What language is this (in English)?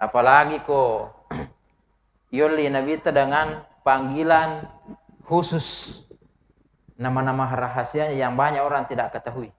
Buginese